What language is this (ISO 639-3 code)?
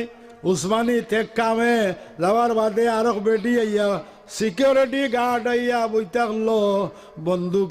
syl